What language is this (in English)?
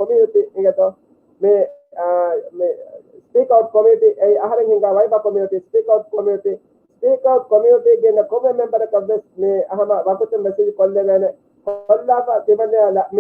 Divehi